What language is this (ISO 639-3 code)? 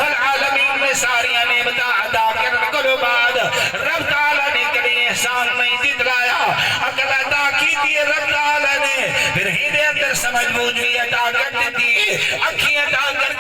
skr